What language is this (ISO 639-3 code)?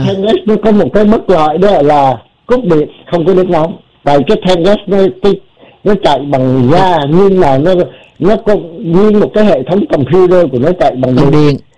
vie